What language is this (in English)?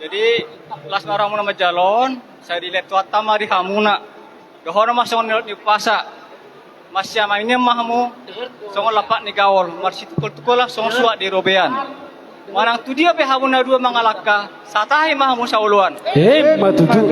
Batak Toba